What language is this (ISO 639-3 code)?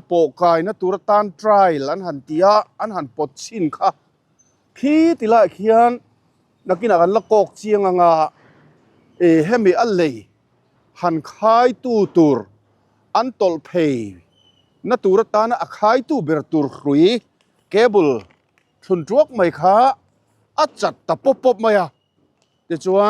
lus